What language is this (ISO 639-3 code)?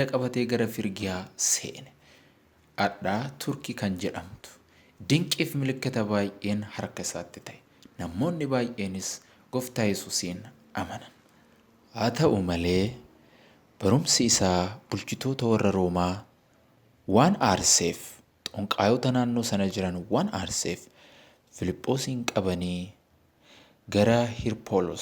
orm